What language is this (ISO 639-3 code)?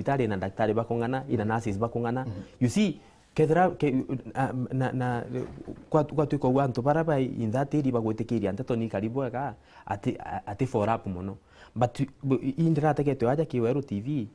mer